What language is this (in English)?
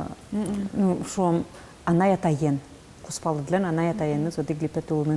Udmurt